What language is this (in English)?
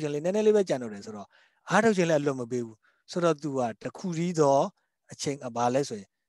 Burmese